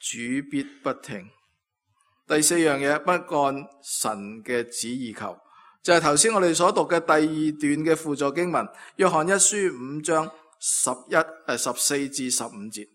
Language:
Cantonese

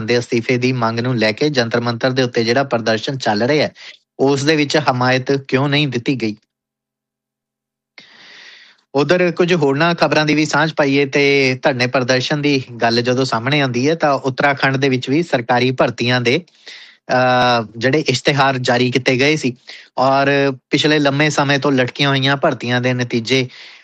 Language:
Punjabi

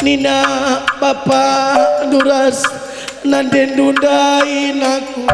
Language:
Batak Karo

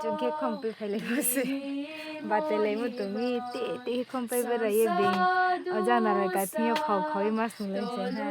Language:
Riang (India)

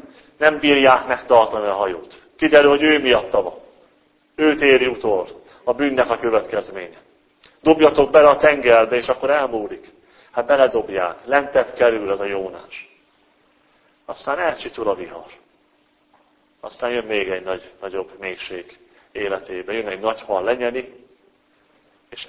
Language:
Hungarian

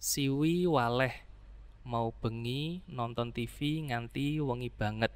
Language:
Javanese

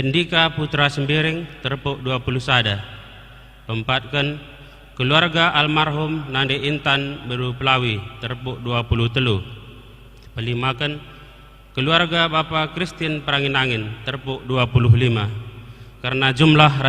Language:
Batak Karo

